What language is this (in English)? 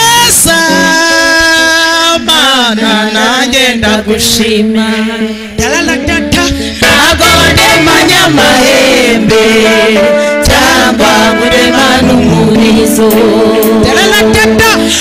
Kinyarwanda